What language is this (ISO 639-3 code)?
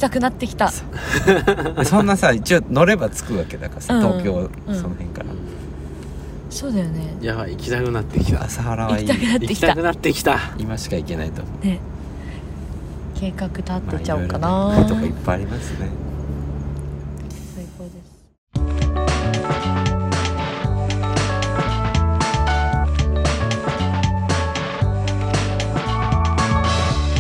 jpn